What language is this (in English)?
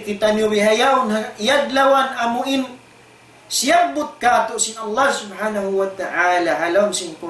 Tausug